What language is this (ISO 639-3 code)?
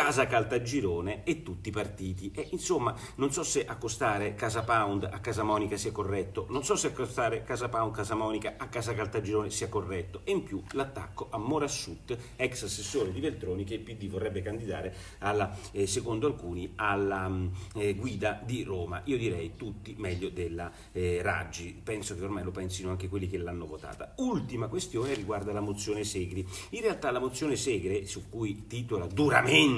ita